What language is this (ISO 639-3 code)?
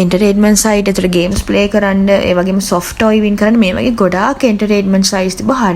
sin